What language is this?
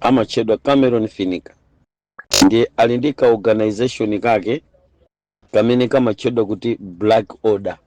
Nyanja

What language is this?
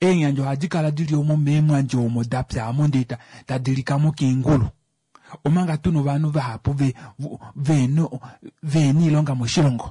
Kuanyama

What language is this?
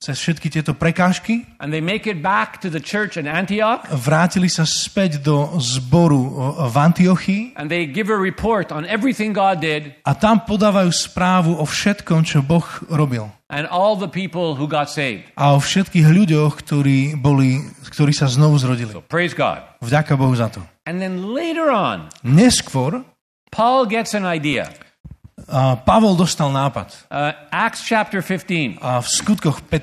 Slovak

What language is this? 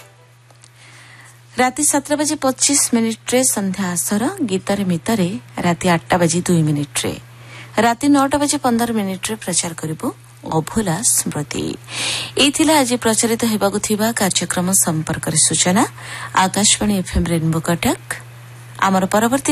Odia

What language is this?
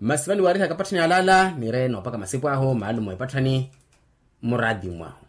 Makhuwa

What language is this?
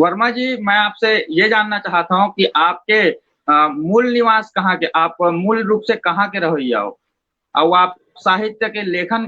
Chhattisgarhi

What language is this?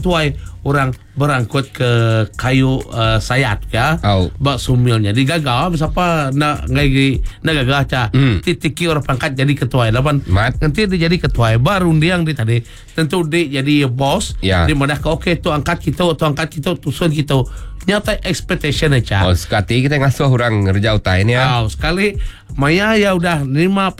Iban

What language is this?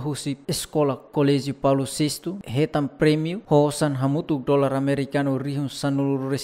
Tetum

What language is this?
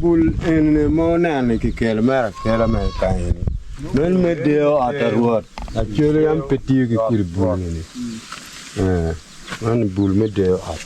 Acoli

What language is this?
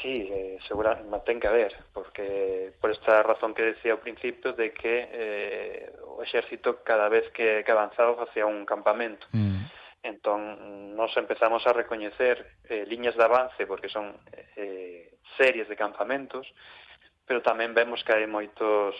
Galician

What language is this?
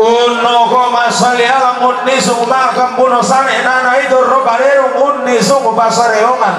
Toraja-Sa'dan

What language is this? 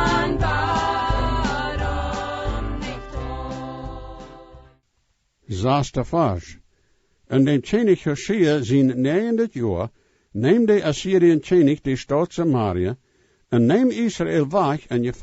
Plautdietsch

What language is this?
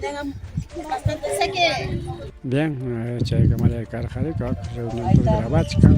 Ayacucho Quechua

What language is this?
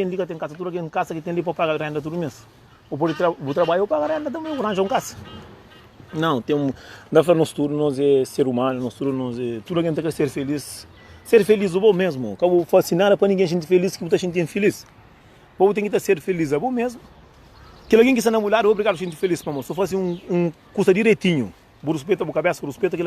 Kabuverdianu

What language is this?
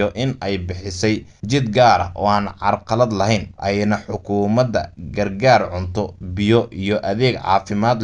Somali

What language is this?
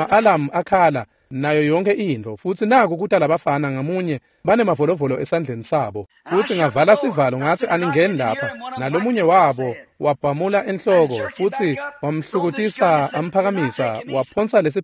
Swati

